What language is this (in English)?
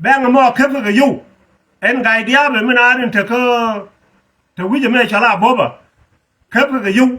Nuer